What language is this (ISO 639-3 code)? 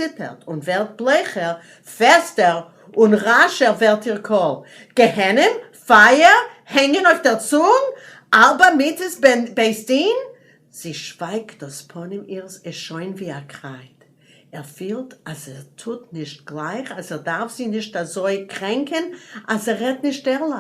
yid